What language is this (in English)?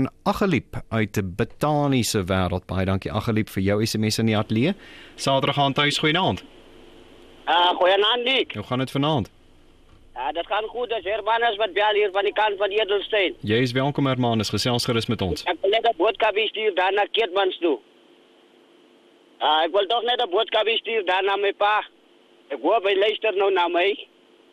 Afrikaans